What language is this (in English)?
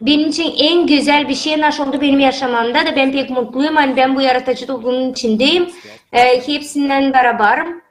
Gagauz